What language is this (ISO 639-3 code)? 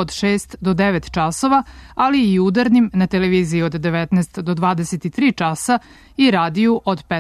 srp